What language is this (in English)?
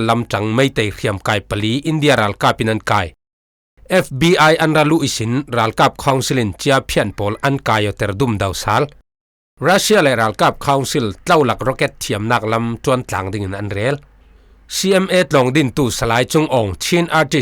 Falam Chin